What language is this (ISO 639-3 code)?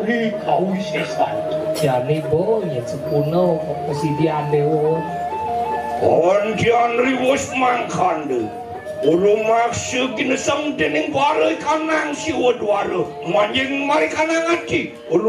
ban